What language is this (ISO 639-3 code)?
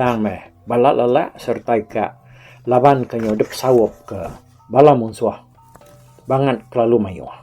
iba